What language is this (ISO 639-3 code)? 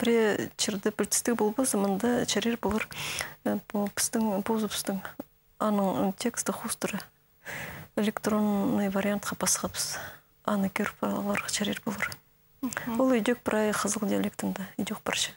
kjh